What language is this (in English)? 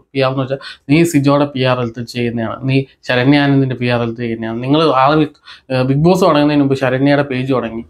Malayalam